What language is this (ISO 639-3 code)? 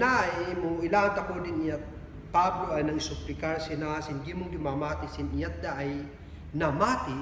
kne